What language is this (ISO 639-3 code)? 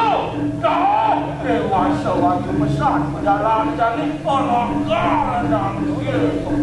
ban